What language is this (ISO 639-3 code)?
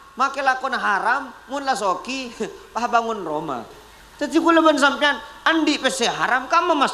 mad